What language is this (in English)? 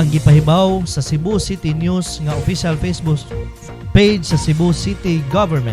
Cebuano